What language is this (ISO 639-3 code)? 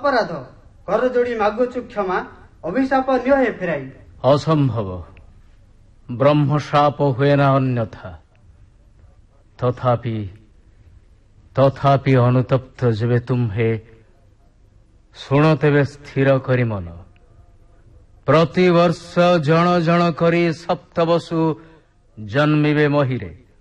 ori